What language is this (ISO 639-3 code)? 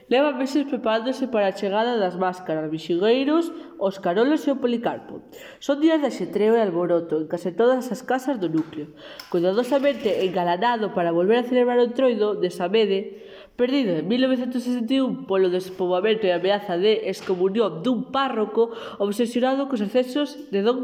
glg